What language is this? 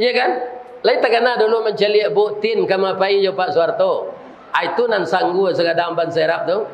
Minangkabau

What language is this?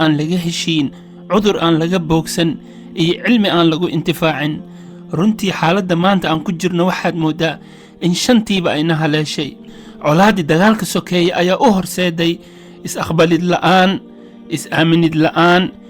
Somali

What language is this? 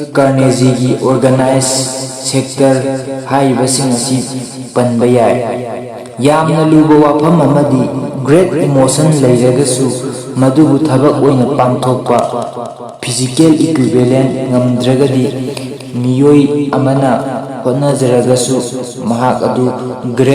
Manipuri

